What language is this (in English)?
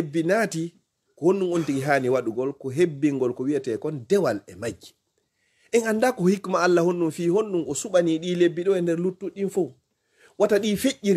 Fula